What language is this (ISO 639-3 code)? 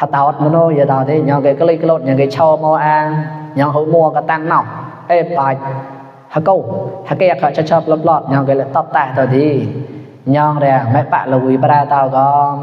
mnw